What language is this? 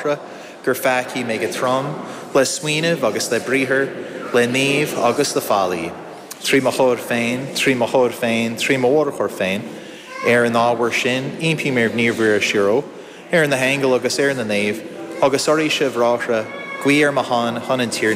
Irish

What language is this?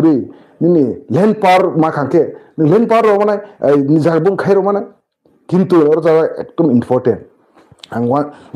Kok Borok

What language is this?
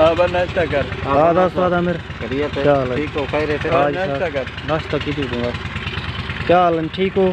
Saraiki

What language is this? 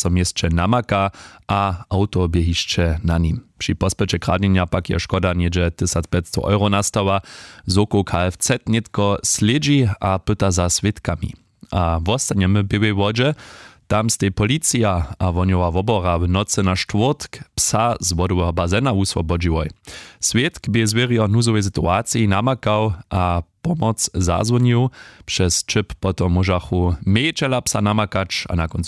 Upper Sorbian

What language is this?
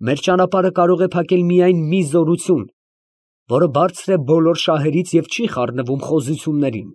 Armenian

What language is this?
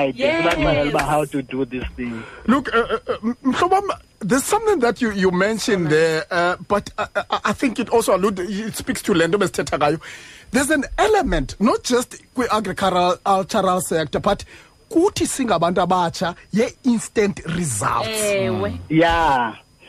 Xhosa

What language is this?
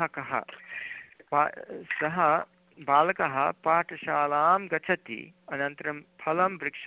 Sanskrit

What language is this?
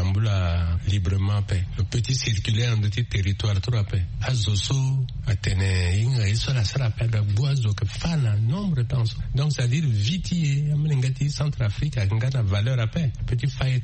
Sango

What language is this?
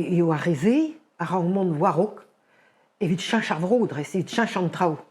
Breton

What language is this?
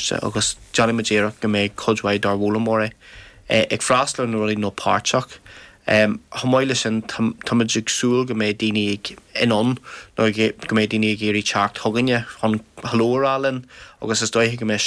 Irish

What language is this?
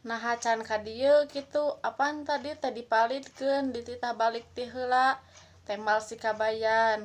Sundanese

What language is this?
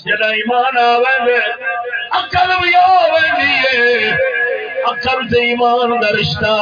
Saraiki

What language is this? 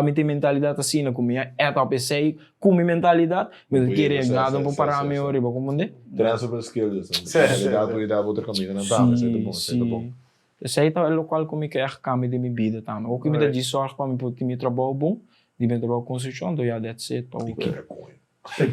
Papiamento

